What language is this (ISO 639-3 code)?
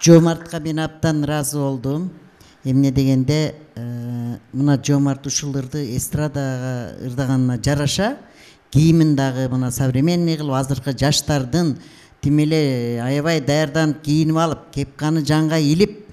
kir